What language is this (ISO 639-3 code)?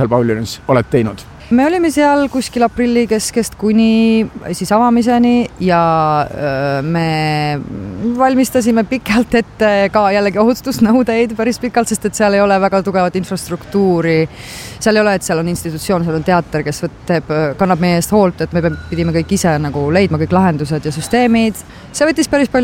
est